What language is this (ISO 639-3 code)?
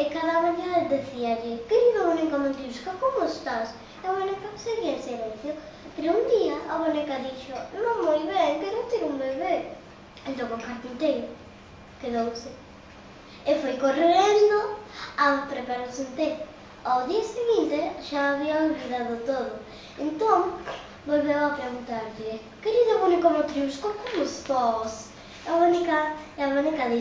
glg